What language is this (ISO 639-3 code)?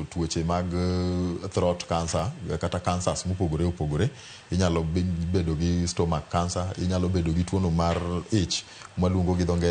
luo